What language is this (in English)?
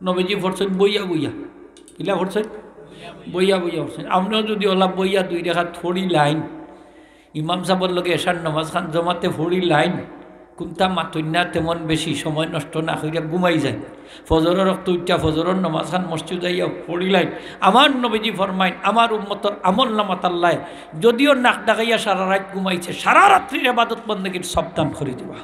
Sylheti